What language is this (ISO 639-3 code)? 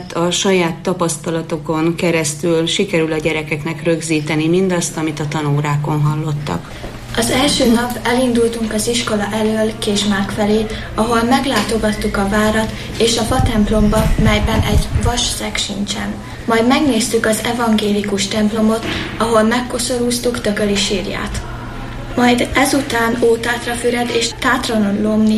hun